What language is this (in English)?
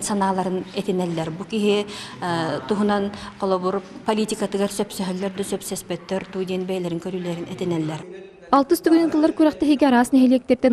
Yakut